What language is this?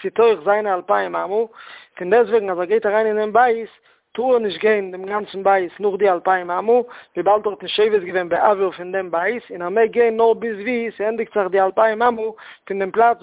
Yiddish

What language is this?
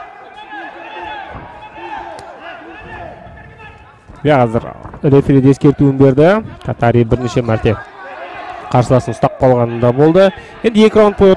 Kazakh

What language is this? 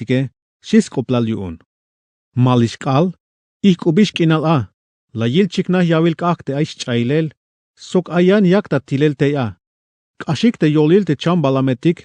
Tzeltal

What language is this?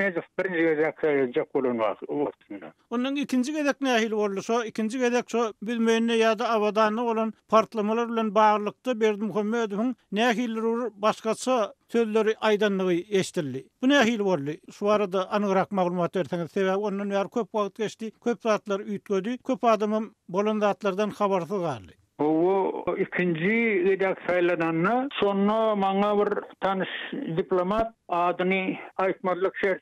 Turkmen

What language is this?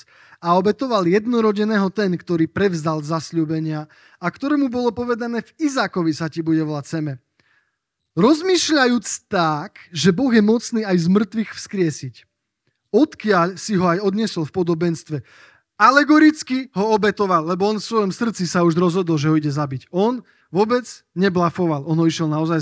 Slovak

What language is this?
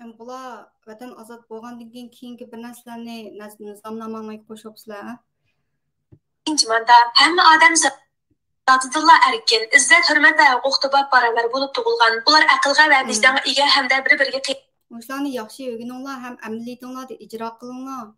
Uyghur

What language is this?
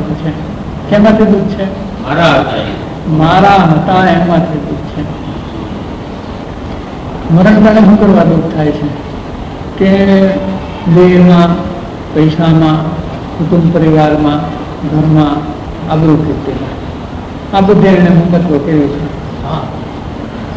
Gujarati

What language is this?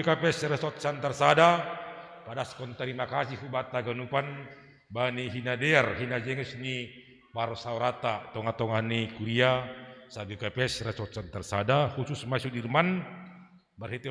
Batak Simalungun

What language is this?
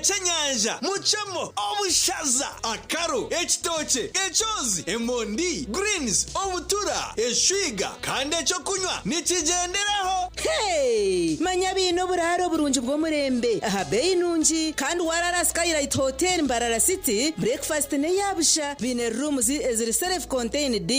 Nyankole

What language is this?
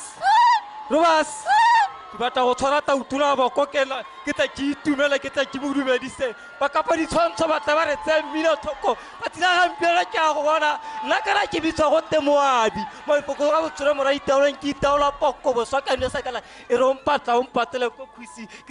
Tswana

